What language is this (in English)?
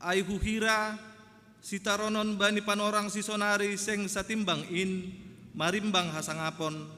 Batak Simalungun